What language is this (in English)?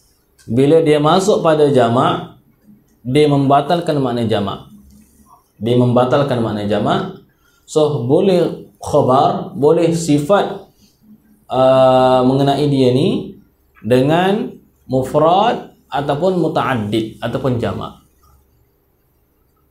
Malay